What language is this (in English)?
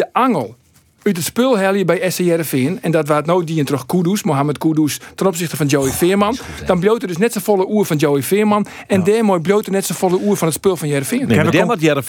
Western Frisian